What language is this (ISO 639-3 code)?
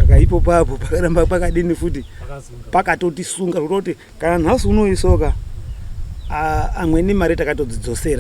sna